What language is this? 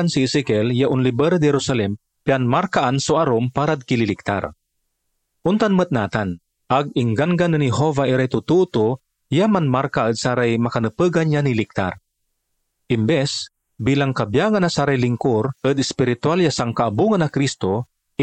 Pangasinan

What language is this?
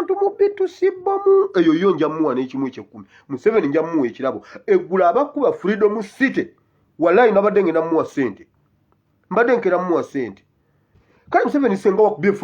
Ganda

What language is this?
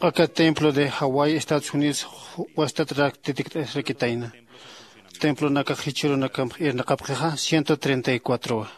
Aymara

